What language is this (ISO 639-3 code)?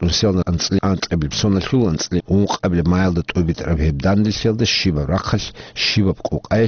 ava